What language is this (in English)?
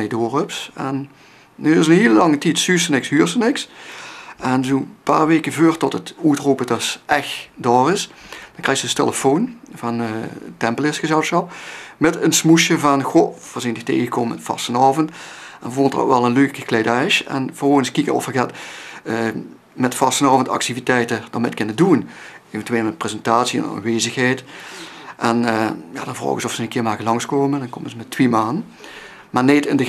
Limburgish